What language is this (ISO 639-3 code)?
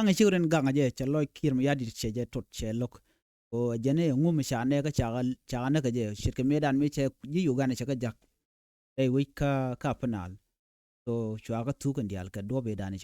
nus